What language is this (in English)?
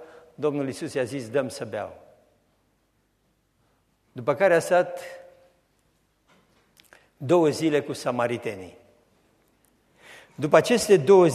Romanian